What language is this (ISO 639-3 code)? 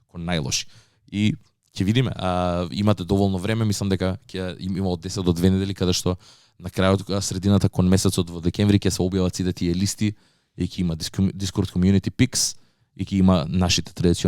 mkd